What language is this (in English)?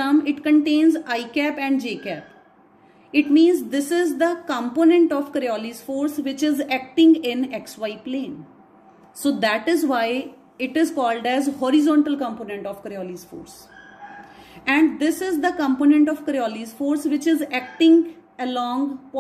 English